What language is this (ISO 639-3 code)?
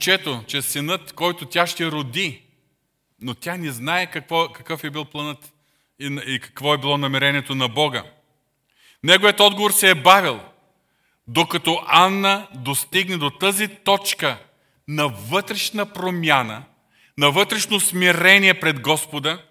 bul